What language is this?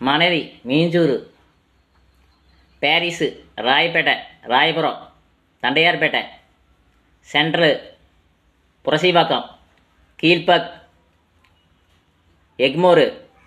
Tamil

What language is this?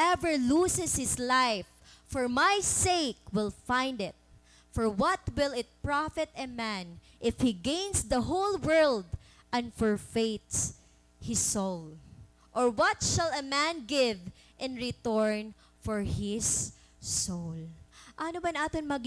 Waray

